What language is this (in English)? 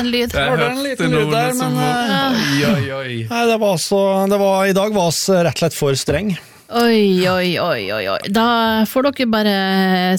Norwegian